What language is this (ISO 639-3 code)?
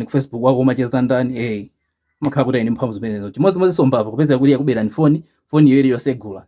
nya